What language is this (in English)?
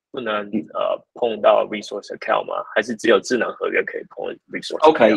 Chinese